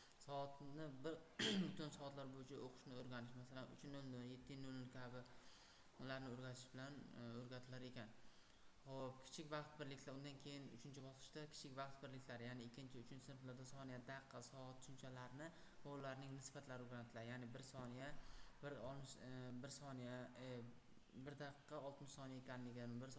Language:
Uzbek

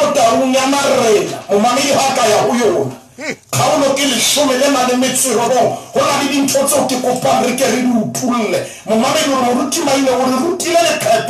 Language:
Southern Sotho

